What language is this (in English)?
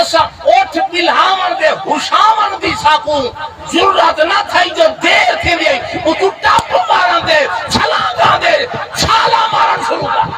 Saraiki